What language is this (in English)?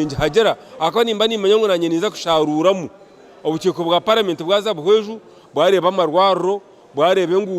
Nyankole